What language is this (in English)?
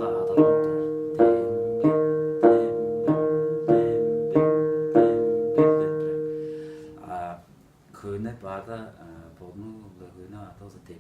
Tuvinian